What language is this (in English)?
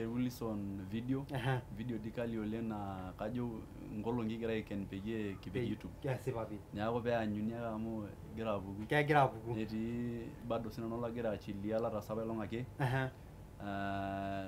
Masai